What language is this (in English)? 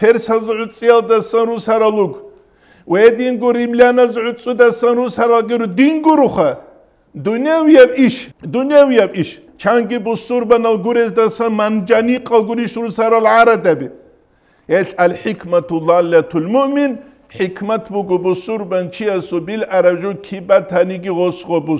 Avaric